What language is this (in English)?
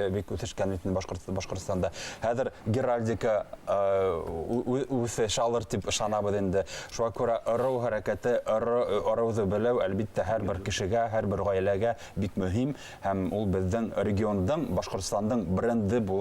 Bashkir